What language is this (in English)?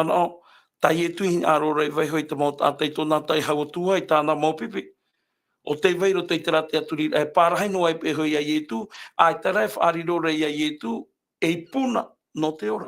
Tahitian